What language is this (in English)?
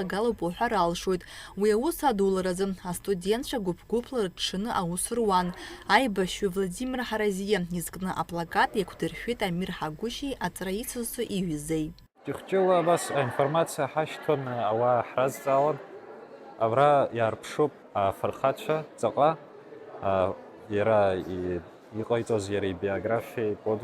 Abkhazian